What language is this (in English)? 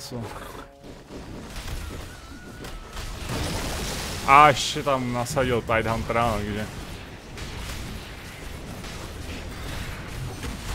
Czech